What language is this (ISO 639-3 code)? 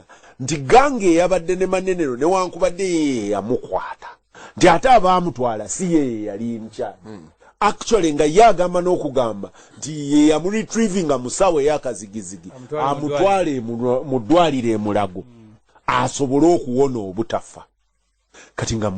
lug